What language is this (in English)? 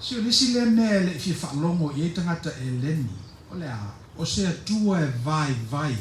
Samoan